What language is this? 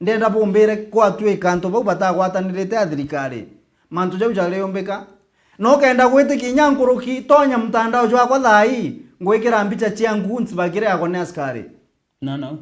Meru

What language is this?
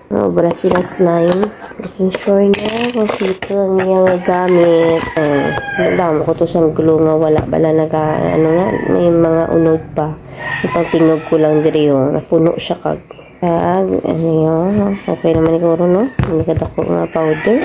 Hiligaynon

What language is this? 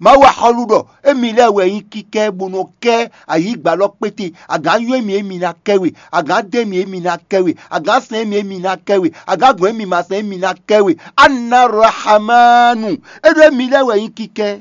Fon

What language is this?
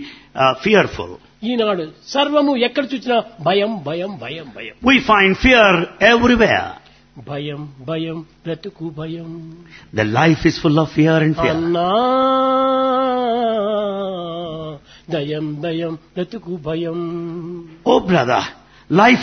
Telugu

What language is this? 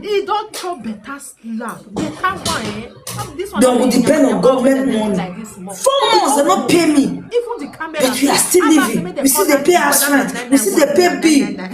Nigerian Pidgin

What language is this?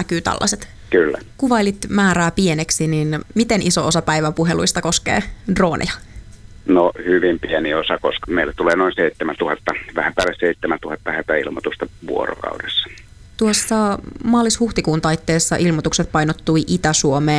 Finnish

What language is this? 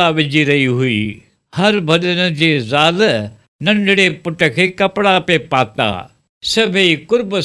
Sindhi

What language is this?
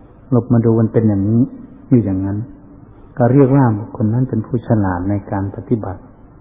Thai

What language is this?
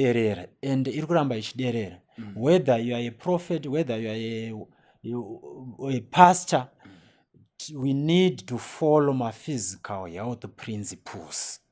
Shona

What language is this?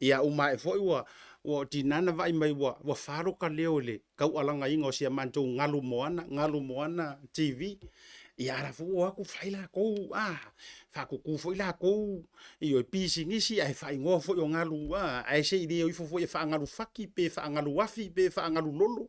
Samoan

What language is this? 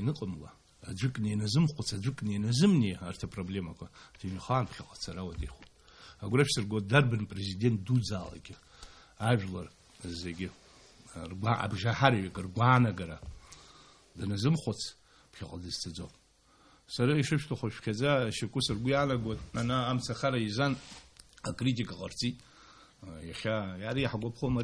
Abkhazian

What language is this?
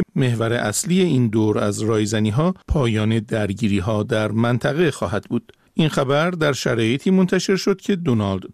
Persian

